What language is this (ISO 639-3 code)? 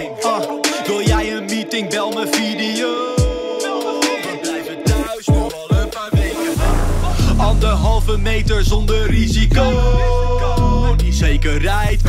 nld